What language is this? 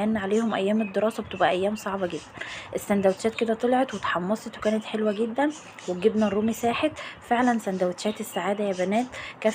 Egyptian Arabic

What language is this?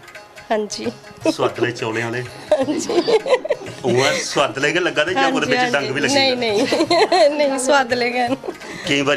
Dogri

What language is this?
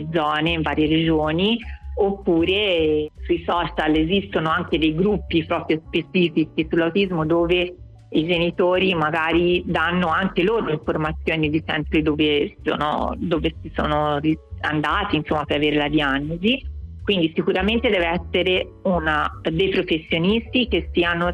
Italian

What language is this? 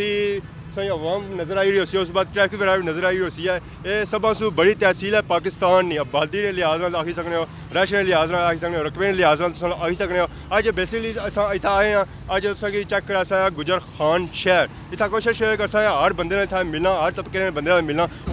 Pahari-Potwari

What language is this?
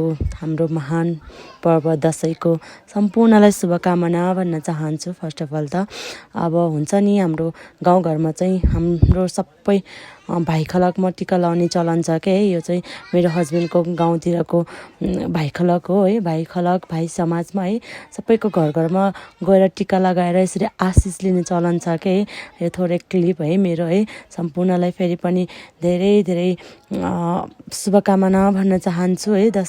Nepali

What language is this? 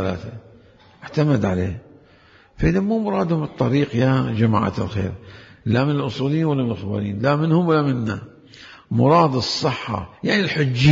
Mesopotamian Arabic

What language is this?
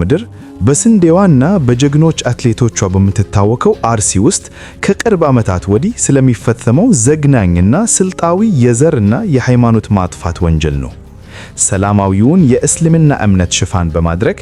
Amharic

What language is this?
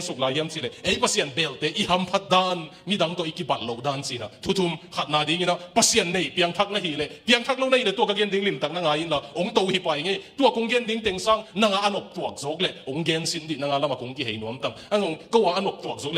Tedim Chin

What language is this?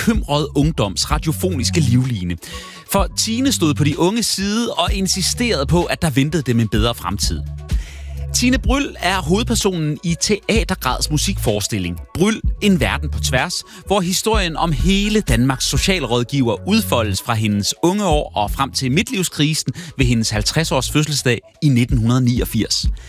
Danish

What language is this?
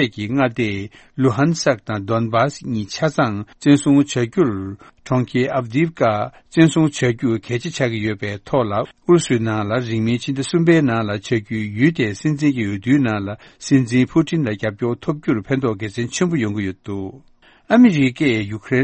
Tibetan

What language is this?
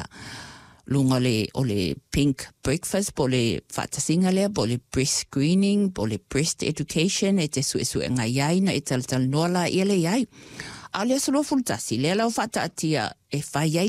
Samoan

